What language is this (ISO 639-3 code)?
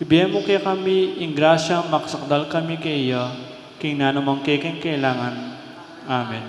pam